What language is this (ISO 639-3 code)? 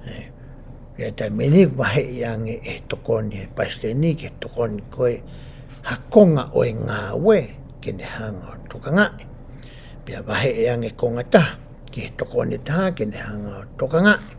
ton